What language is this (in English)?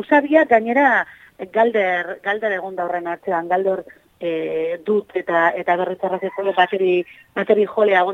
Basque